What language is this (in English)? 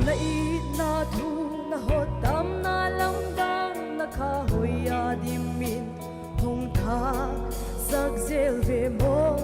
Paite Chin